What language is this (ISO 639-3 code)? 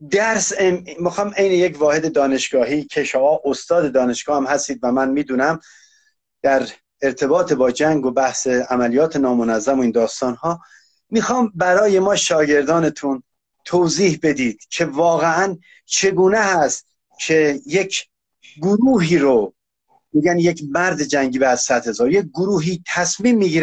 fas